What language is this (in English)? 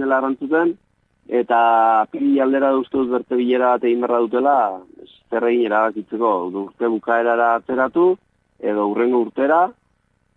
Basque